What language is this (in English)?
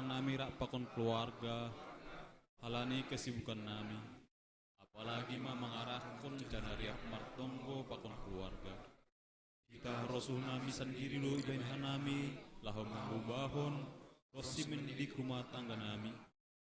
Batak Simalungun